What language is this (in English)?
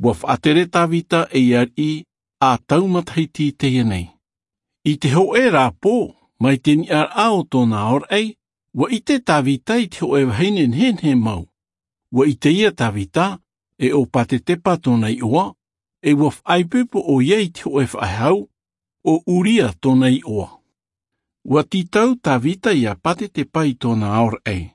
Tahitian